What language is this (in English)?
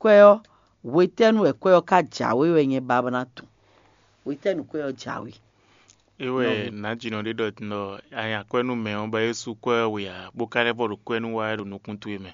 Fon